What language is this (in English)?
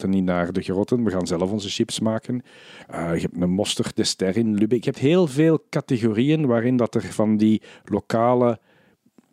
Dutch